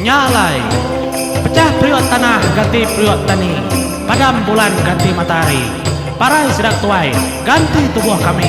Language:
Iban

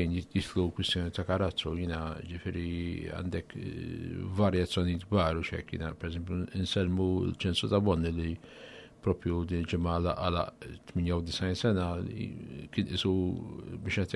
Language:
Maltese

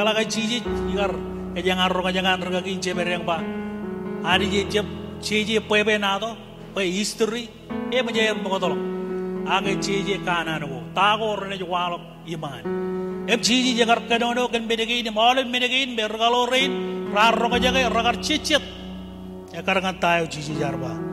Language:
Marshallese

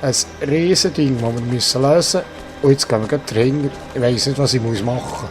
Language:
Swiss German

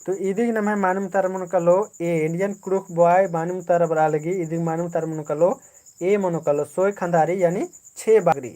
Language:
Kurukh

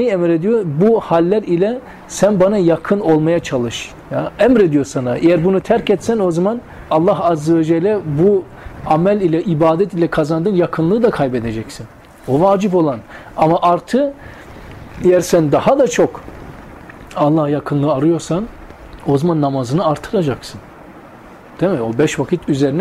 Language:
Turkish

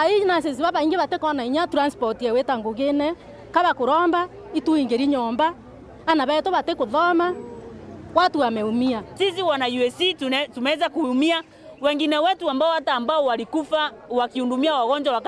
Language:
Meru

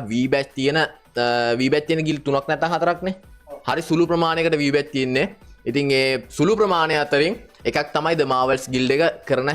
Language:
Sinhala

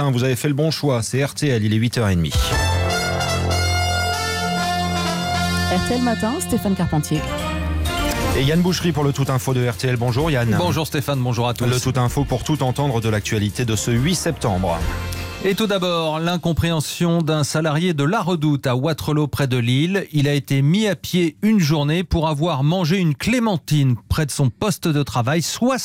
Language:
French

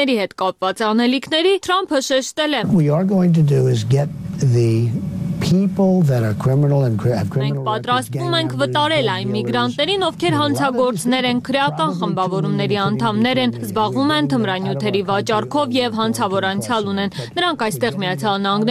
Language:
Armenian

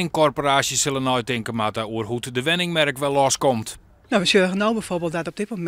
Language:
Western Frisian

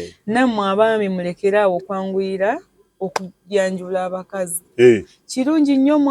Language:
Ganda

